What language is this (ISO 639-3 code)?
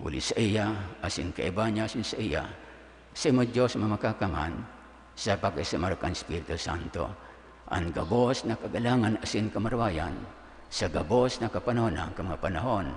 bik